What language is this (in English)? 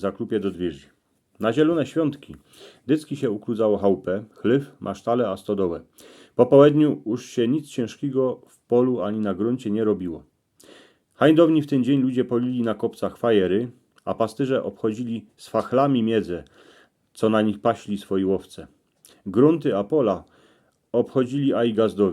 Silesian